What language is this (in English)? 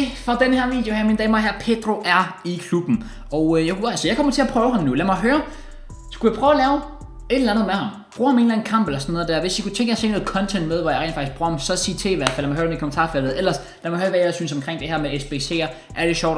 Danish